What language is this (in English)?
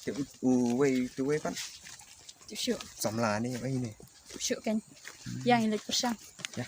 Khasi